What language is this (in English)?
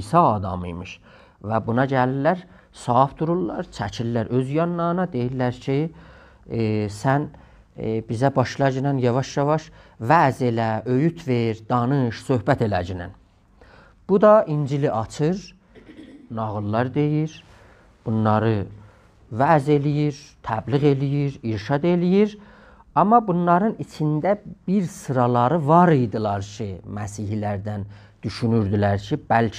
South Azerbaijani